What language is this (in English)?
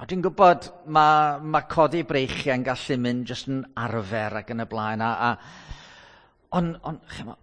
Welsh